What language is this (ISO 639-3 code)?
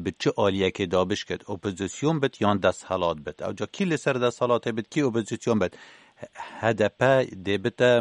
kur